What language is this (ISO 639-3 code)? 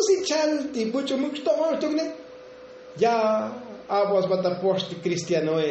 tzo